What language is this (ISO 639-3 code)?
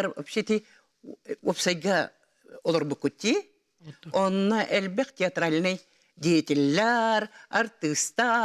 sah